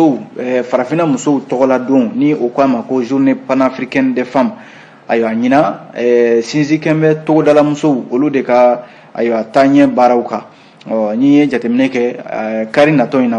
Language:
Bambara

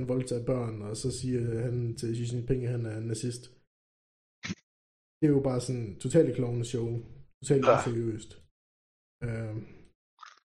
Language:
Danish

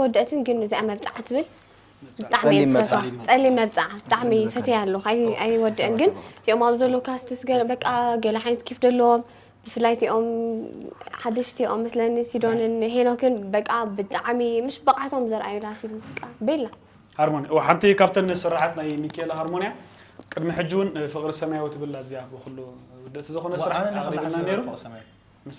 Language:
Tigrinya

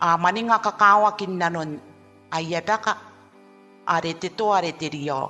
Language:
Gilbertese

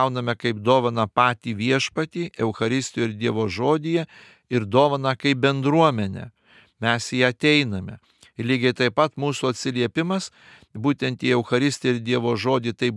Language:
Lithuanian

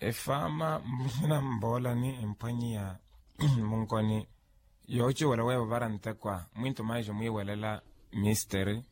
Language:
Makhuwa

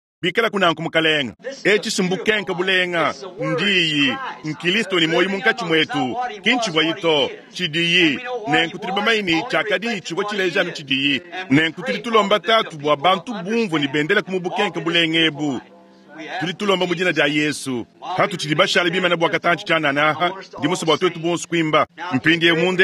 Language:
Luba-Lulua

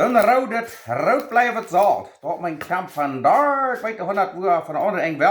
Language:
Plautdietsch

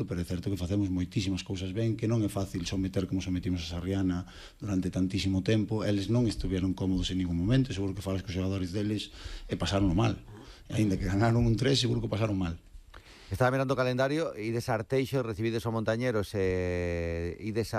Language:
Galician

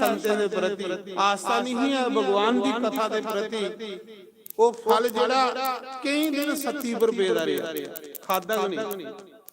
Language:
Dogri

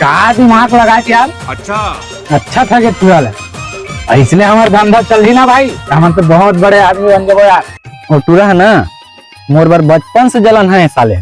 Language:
Chhattisgarhi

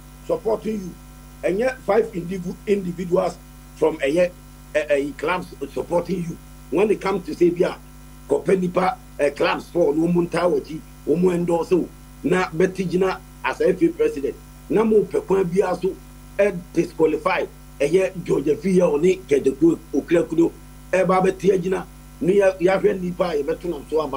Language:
Akan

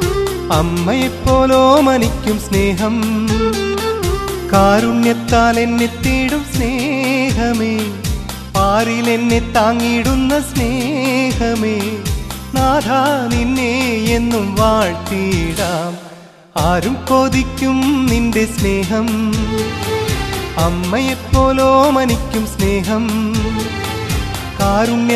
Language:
Malayalam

